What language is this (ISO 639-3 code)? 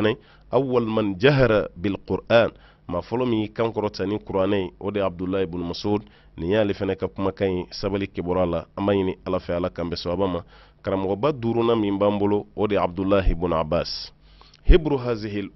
bam